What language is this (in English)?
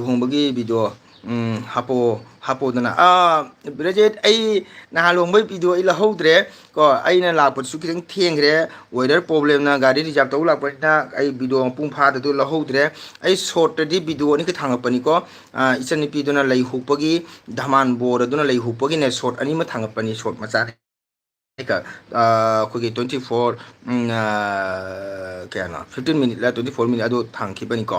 Manipuri